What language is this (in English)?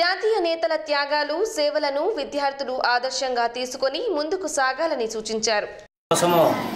Telugu